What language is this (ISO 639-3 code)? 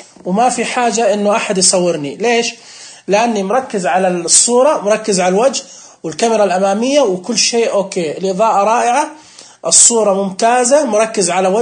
ars